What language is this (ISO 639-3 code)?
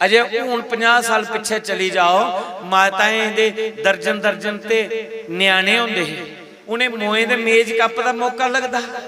doi